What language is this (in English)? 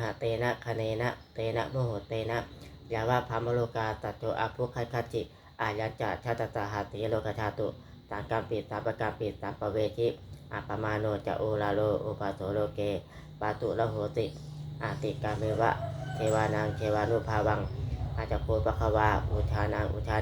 Pali